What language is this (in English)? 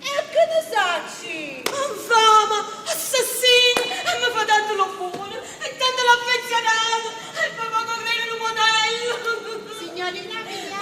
Neapolitan